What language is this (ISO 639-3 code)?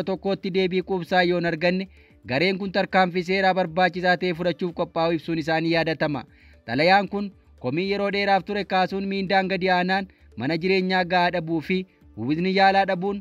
orm